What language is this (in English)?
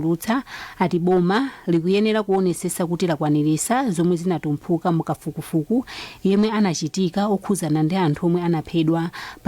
Nyanja